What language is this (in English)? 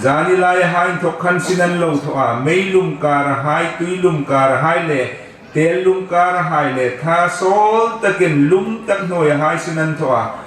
Hmar